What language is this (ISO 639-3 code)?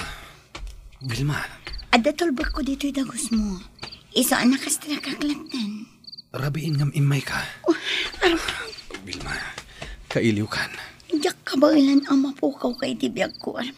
ilo